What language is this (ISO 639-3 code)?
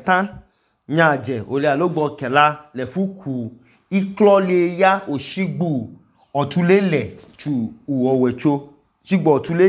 idu